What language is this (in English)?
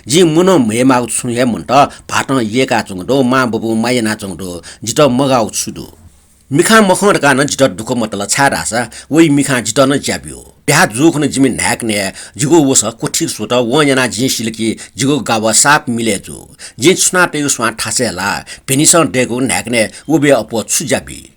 Newari